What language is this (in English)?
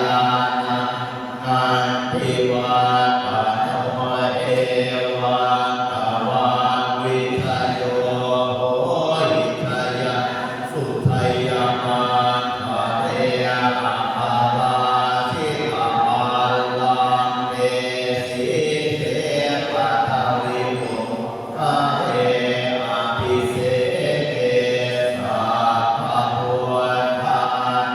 Pali